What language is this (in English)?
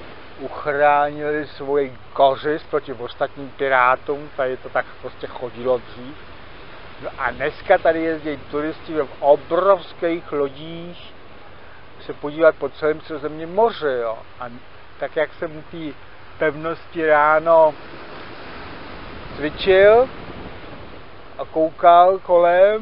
Czech